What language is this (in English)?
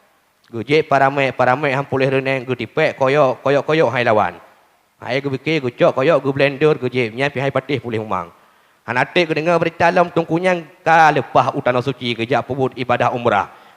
Achinese